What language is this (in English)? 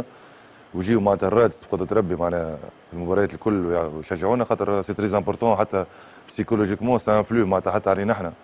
Tunisian Arabic